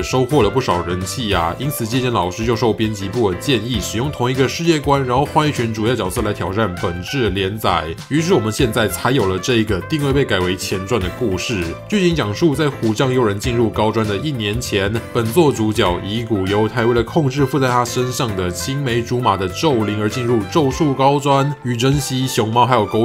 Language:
Chinese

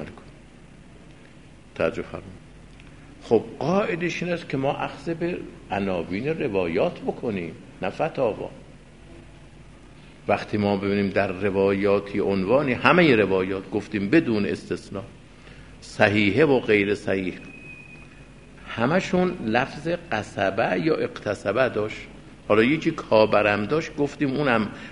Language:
Persian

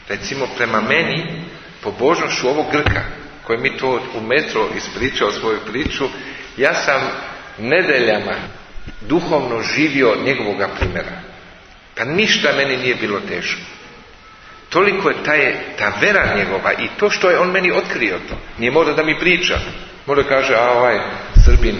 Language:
Serbian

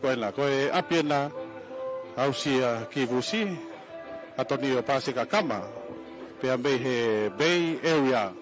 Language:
Tongan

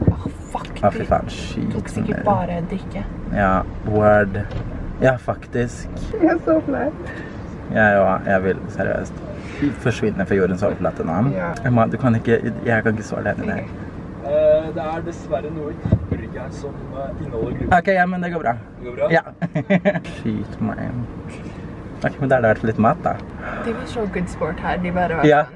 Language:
Norwegian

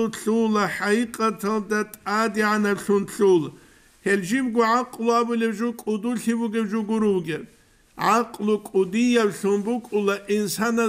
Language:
Avaric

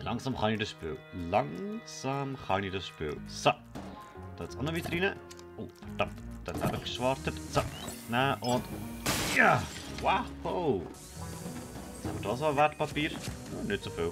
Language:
Swiss German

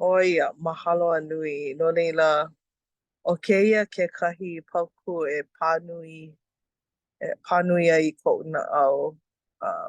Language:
Hawaiian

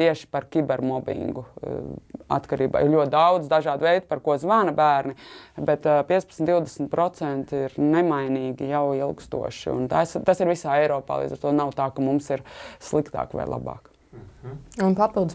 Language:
Latvian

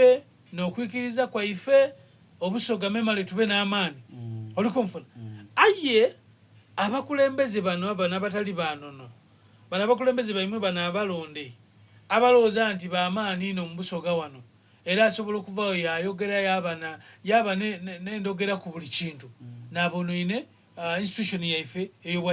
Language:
Soga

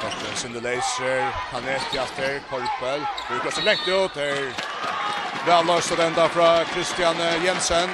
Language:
Faroese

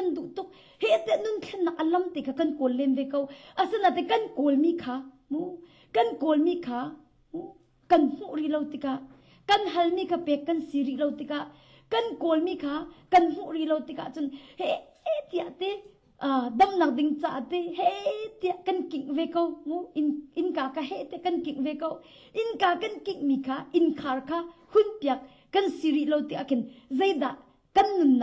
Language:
Hakha Chin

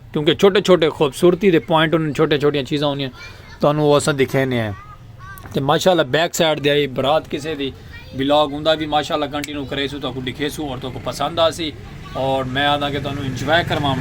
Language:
Saraiki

